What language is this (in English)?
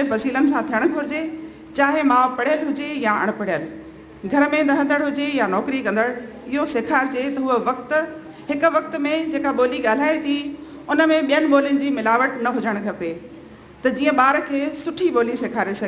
Sindhi